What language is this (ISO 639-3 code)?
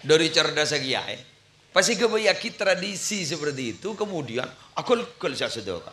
mad